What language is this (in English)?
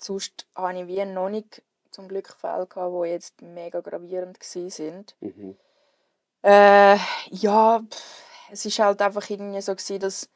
Swiss German